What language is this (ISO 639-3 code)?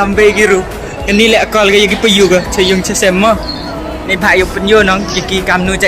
kha